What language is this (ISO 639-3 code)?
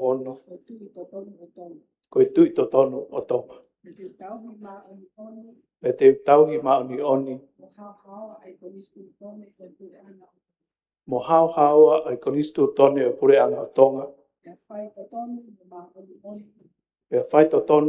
ton